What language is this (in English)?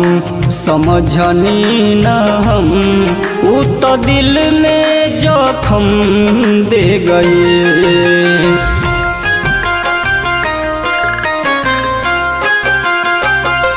Bhojpuri